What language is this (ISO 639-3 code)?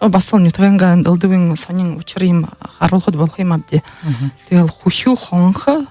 bua